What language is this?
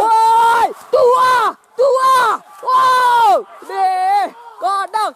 Minangkabau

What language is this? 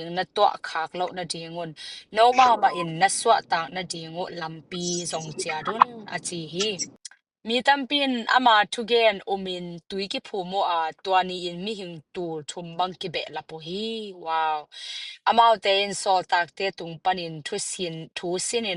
Tedim Chin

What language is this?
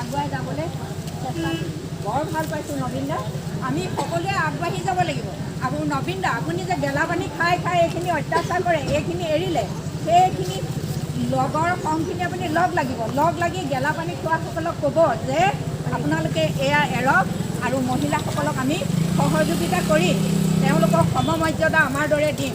Assamese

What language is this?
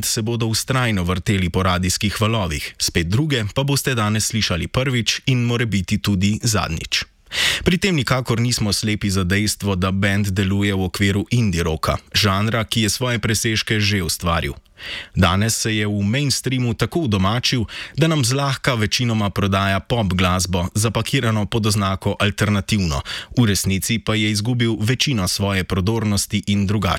Slovenian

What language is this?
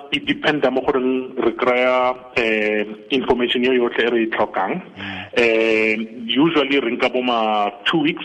Tswana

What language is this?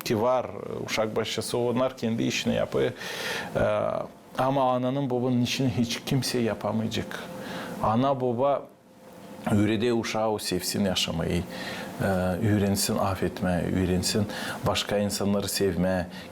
Gagauz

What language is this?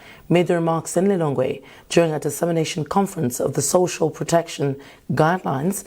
English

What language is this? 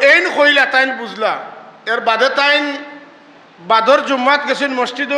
Sylheti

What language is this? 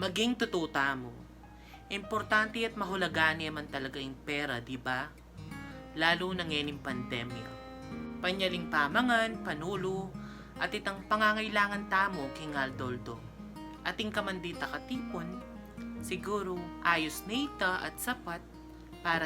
Pampanga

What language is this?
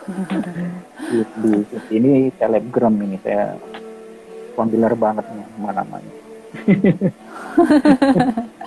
Indonesian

